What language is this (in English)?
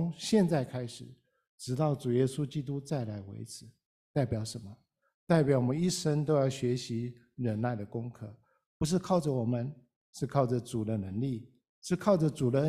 Chinese